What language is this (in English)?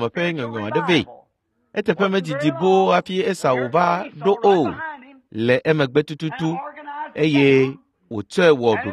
Ewe